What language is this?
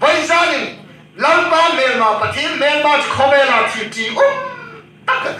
Hmar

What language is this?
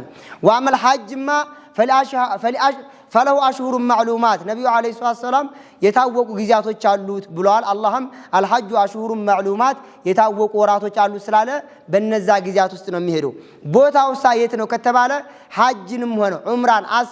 Amharic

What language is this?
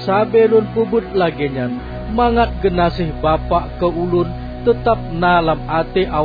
Achinese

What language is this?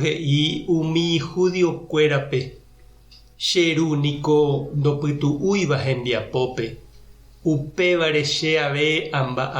Guarani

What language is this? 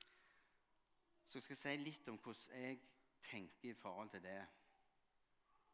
Norwegian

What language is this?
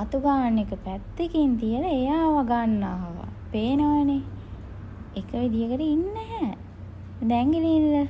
Sinhala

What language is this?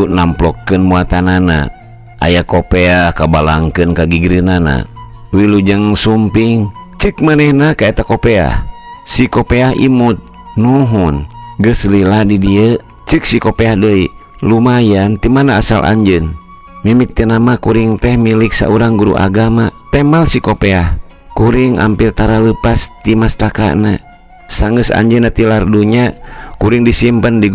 Sundanese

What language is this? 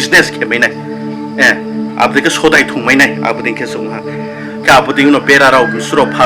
Riang (India)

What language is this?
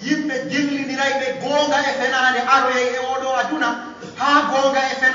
Pular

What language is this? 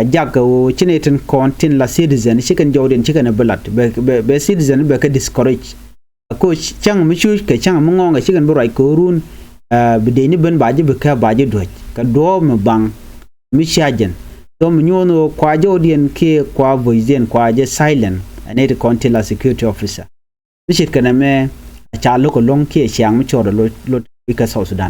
Nuer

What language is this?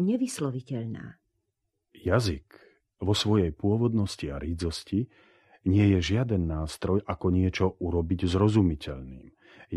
Slovak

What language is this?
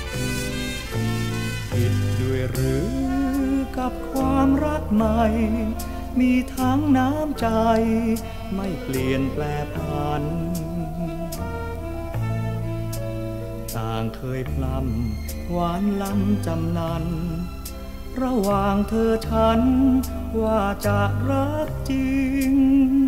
Thai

